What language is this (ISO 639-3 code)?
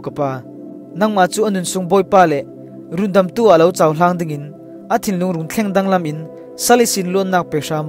cfm